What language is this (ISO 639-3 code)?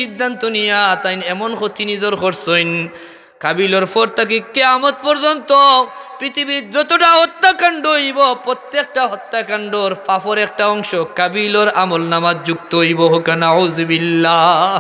syl